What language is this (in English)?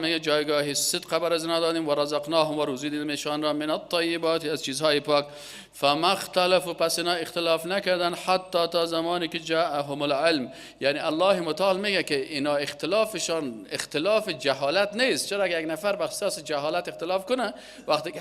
Persian